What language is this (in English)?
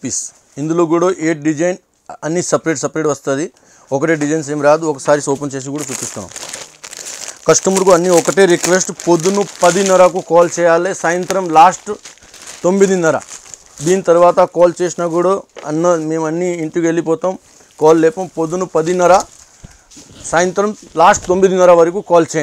Telugu